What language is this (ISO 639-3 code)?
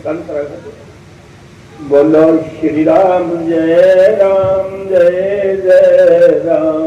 doi